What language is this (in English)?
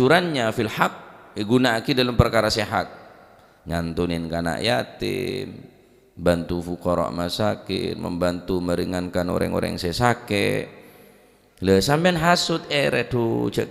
Madurese